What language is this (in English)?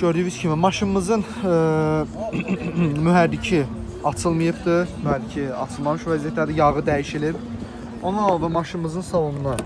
Azerbaijani